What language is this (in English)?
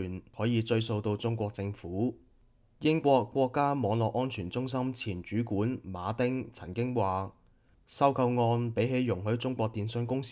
Cantonese